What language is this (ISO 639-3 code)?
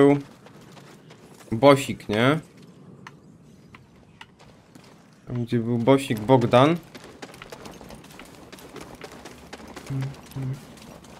pol